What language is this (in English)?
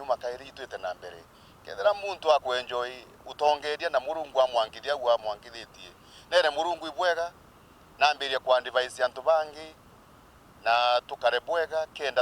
Meru